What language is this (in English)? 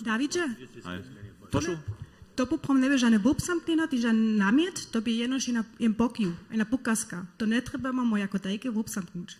Upper Sorbian